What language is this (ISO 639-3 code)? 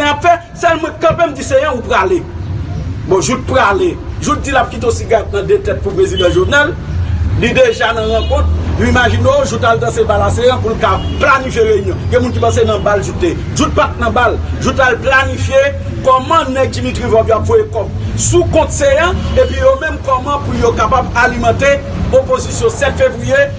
hat